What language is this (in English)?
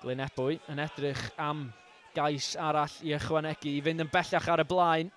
Welsh